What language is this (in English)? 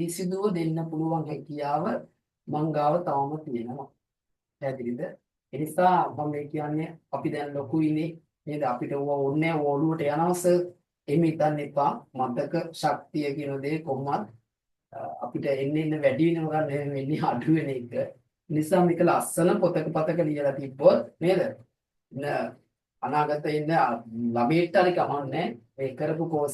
Sinhala